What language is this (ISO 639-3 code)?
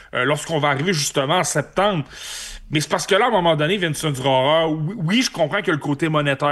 fra